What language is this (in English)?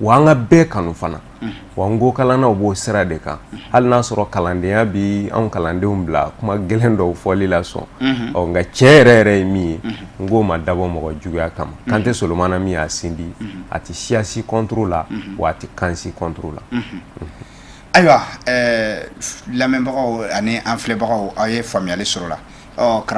Bambara